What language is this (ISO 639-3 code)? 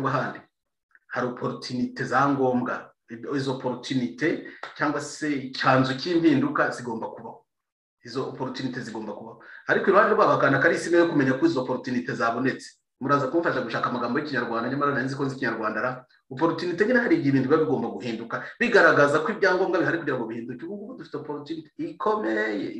kin